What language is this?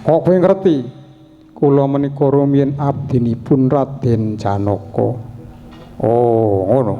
Javanese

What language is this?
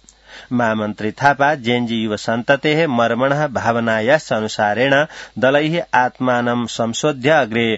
Sanskrit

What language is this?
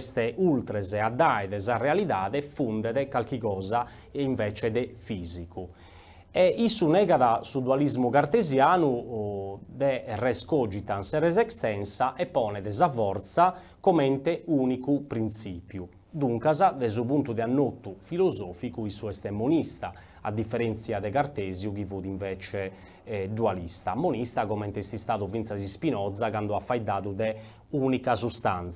Sardinian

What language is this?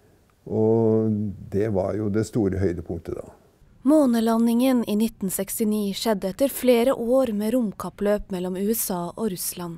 Norwegian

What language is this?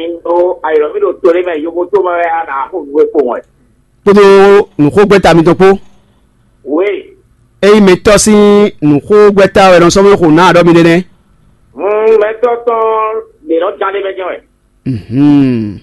Fon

